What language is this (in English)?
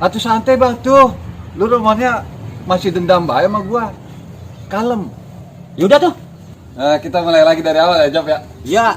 Betawi